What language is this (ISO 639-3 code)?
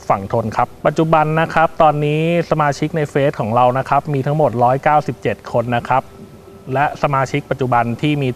tha